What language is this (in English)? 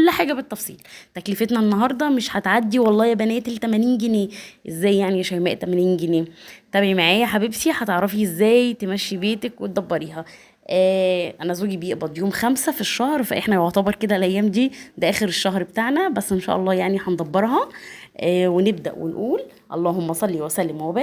Egyptian Arabic